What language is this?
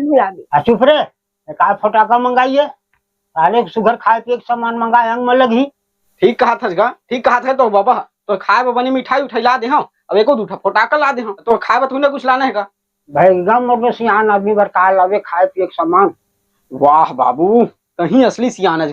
Chhattisgarhi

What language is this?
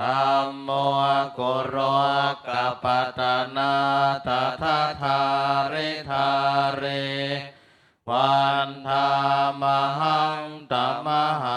Pali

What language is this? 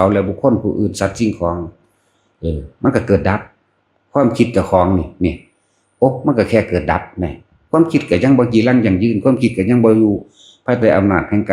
Lao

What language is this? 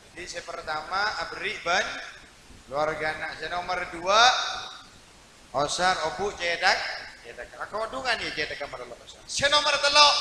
Madurese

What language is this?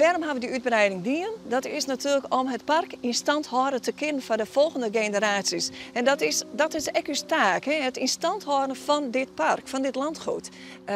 Western Frisian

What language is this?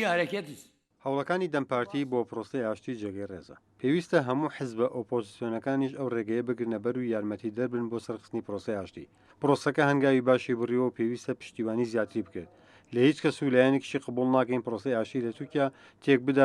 Central Kurdish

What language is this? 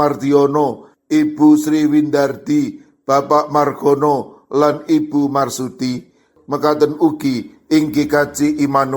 Javanese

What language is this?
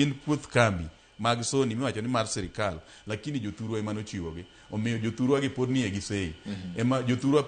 Luo (Kenya and Tanzania)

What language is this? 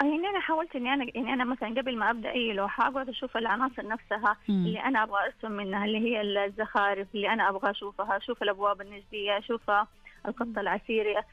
Najdi Arabic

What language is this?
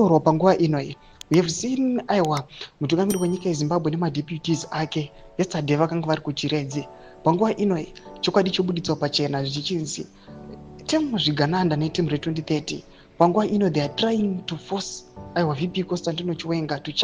Shona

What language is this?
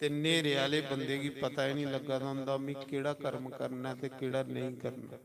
Dogri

